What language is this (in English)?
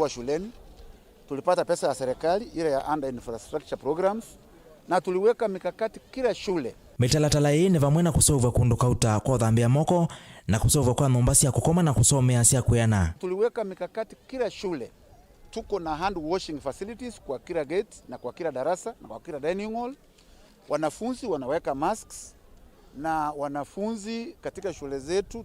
Kamba